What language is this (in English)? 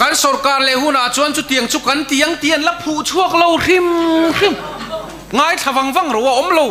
Mizo